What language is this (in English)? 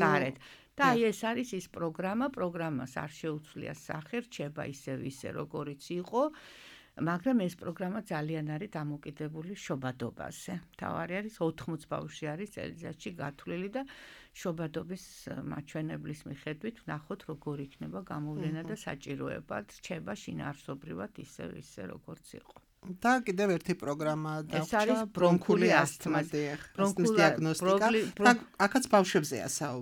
Georgian